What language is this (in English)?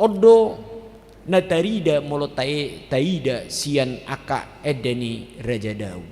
Batak Toba